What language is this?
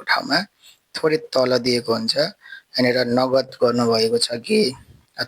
Nepali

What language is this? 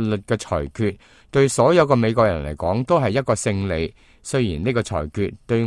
Cantonese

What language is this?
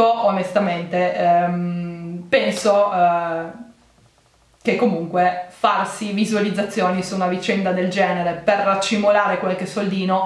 Italian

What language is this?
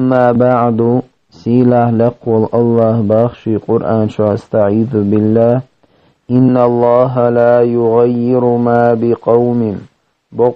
Chechen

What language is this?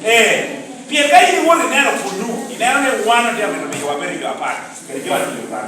Lango (Uganda)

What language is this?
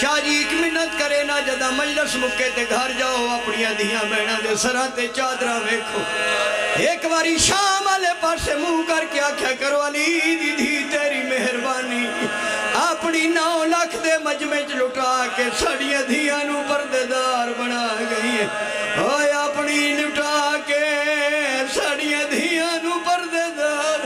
Pahari-Potwari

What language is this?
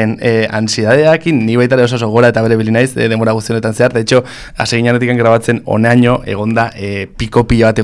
Basque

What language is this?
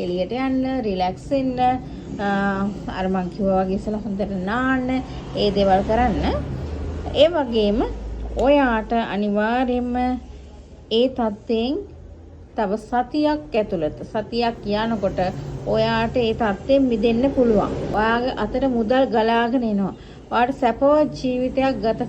Sinhala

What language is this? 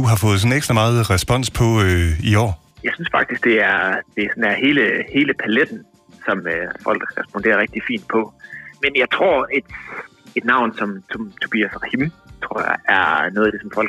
Danish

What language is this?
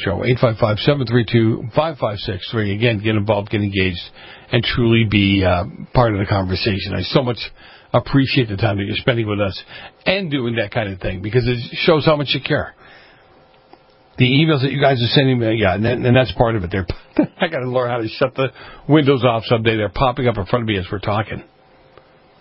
English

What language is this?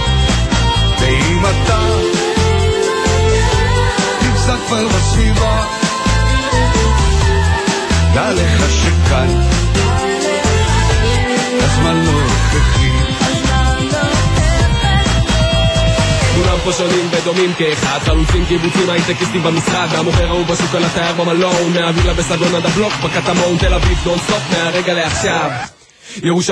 Hebrew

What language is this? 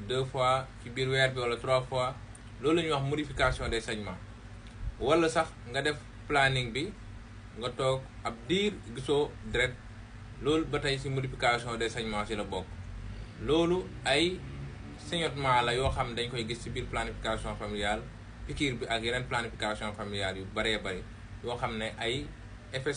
Wolof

